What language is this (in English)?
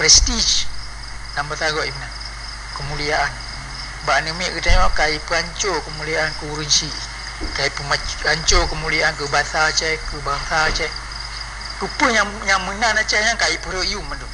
Achinese